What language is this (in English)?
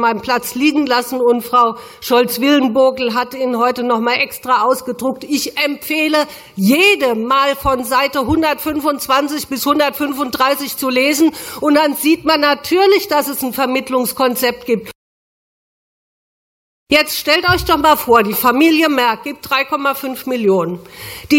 German